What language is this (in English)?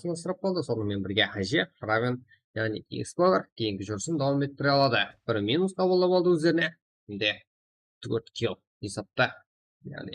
Kara-Kalpak